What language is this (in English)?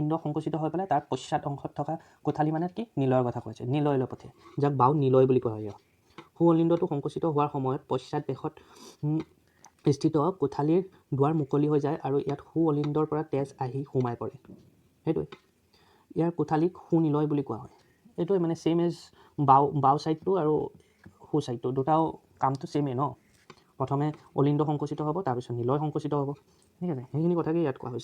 Assamese